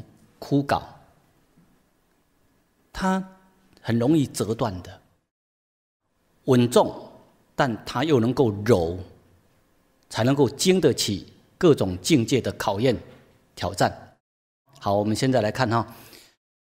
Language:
Chinese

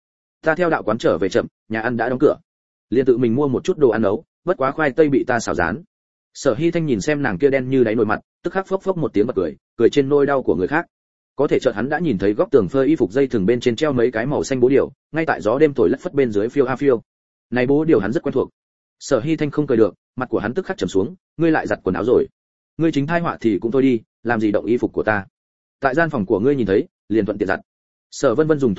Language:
Vietnamese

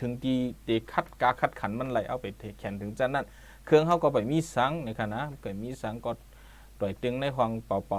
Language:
Shan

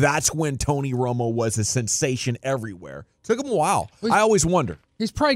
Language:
English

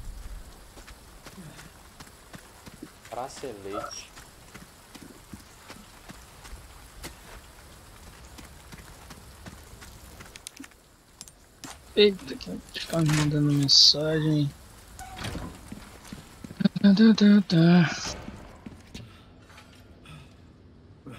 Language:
Portuguese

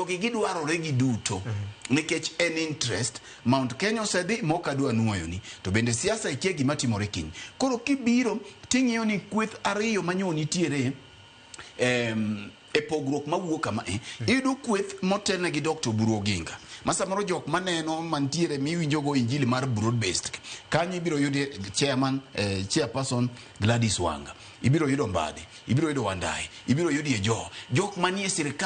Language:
Luo (Kenya and Tanzania)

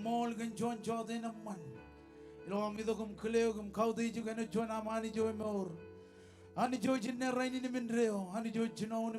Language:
Marshallese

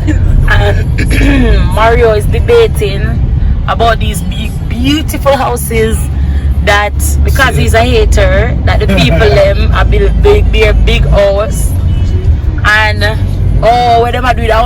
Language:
Jamaican Creole English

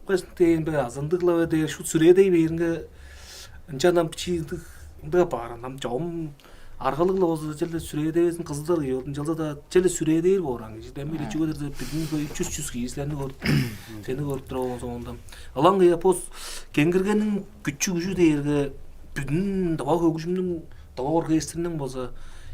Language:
Tuvinian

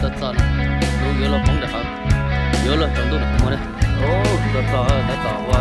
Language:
Hmong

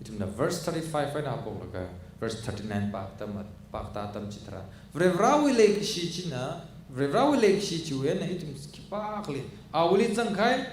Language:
Tangkhul Naga (India)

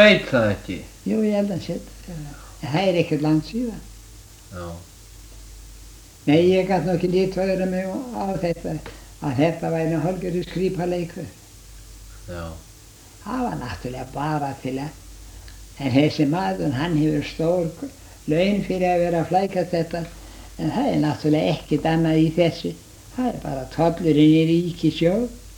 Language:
Icelandic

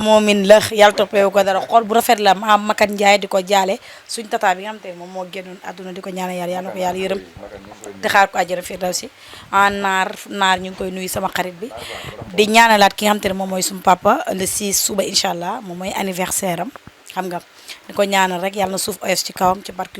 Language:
Wolof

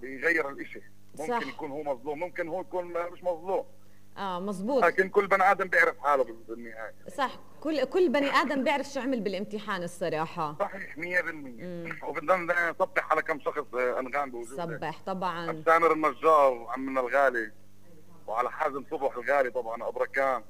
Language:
North Levantine Arabic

